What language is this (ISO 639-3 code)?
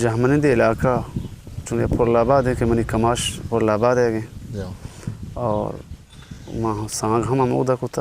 bgp